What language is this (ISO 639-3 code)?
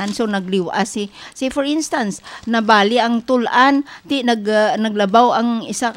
hil